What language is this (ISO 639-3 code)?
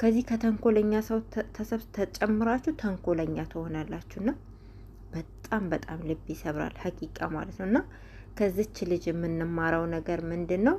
amh